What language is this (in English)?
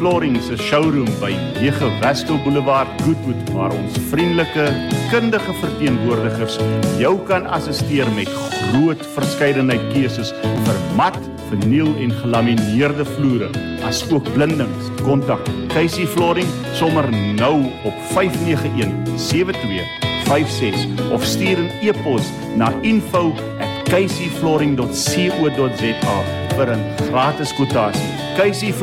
Afrikaans